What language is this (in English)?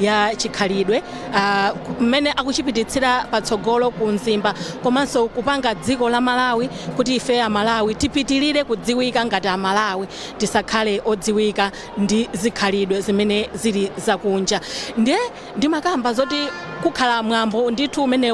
Nyanja